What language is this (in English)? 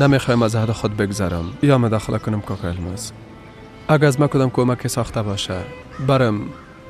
Persian